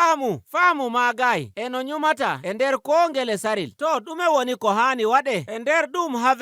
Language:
Nigerian Fulfulde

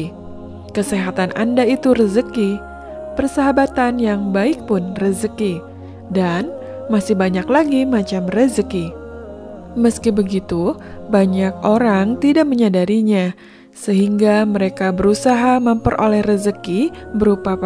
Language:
Indonesian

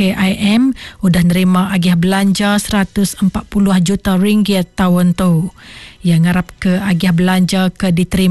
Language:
Iban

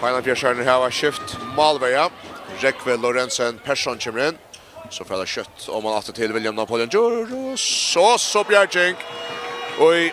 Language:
Faroese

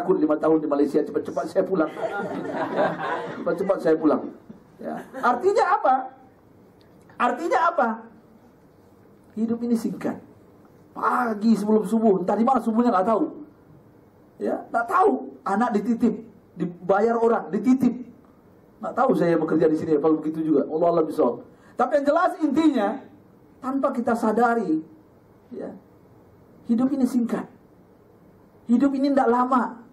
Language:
Indonesian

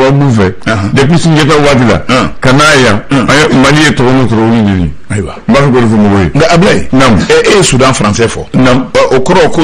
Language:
Bambara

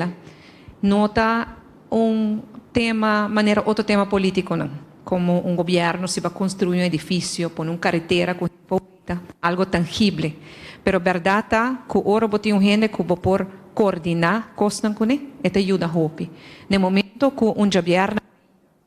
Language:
Papiamento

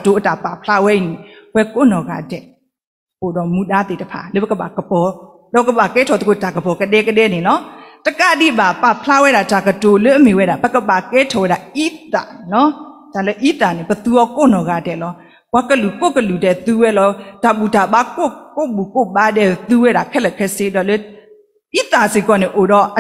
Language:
S'gaw Karen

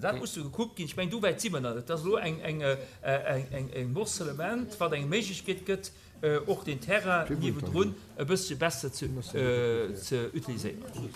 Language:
Luxembourgish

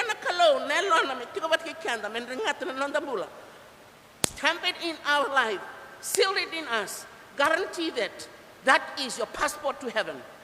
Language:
Fijian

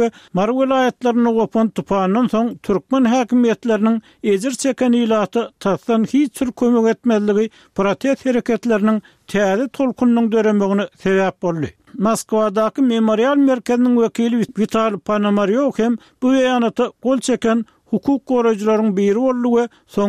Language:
Turkmen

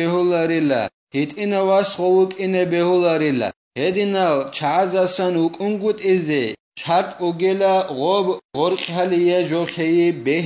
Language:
Avaric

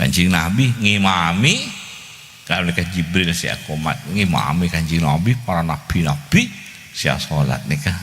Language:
Madurese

